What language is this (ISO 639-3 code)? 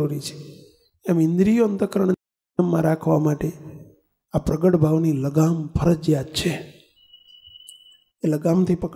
guj